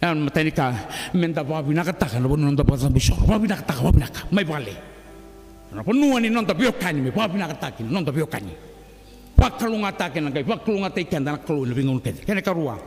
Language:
Fijian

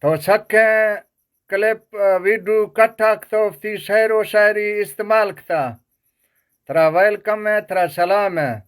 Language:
Eastern Balochi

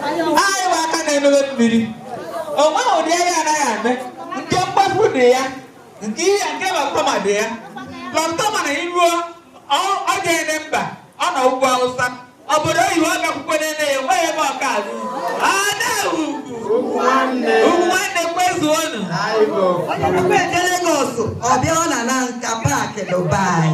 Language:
Igbo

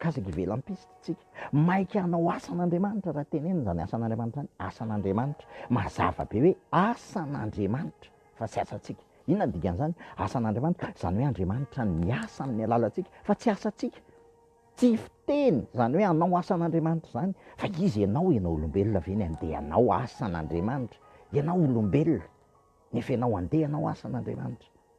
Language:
Malagasy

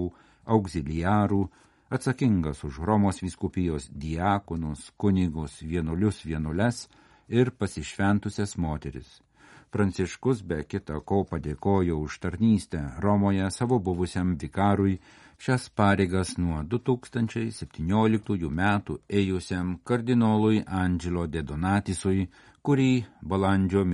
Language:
Lithuanian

